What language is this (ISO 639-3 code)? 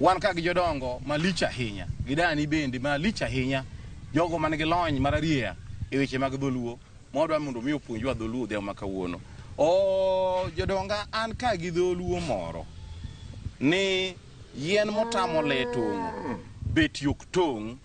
luo